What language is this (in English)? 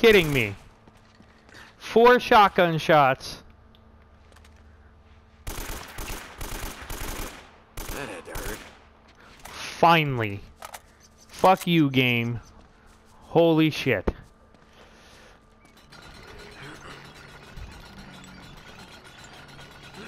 English